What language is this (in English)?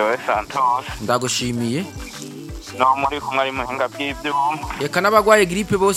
Rundi